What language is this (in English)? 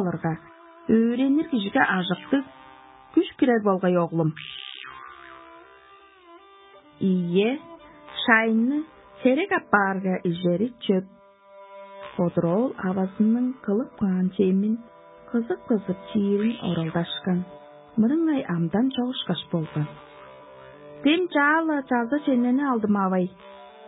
Tuvinian